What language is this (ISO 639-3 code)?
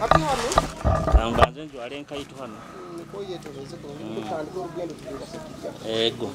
nyo